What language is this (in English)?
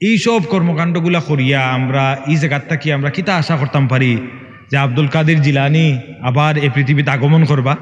Sylheti